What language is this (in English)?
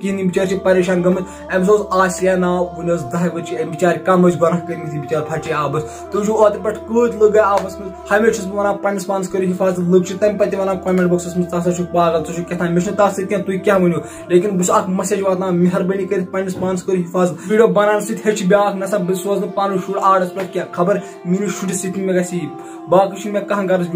Kashmiri